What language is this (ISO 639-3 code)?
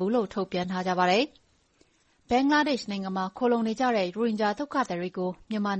mya